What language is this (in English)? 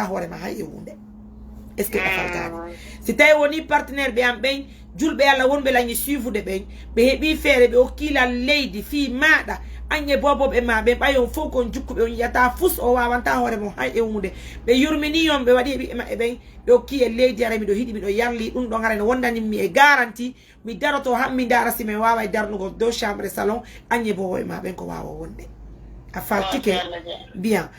Fula